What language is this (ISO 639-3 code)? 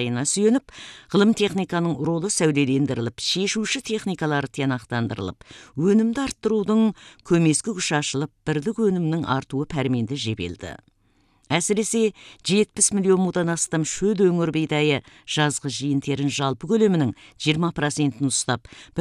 kaz